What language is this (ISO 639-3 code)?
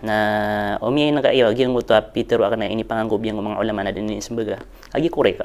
mrw